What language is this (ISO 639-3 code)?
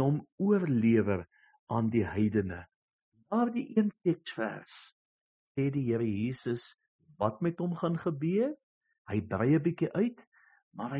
afr